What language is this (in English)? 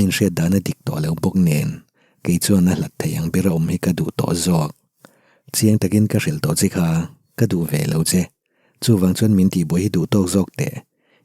Mizo